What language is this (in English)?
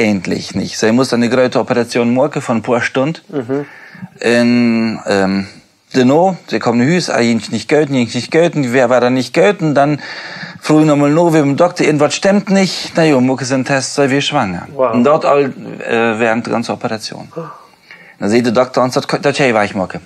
Plautdietsch